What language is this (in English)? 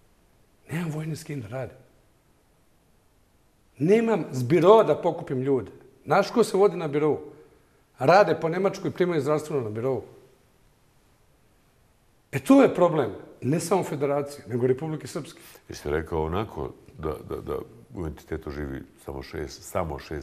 Bosnian